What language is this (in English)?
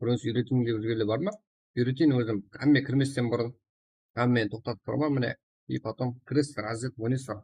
Kara-Kalpak